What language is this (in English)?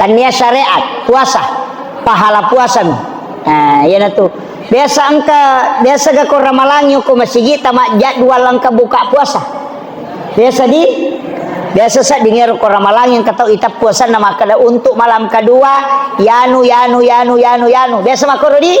Buginese